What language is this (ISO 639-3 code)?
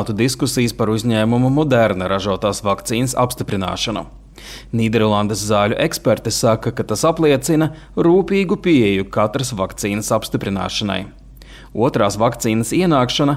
lav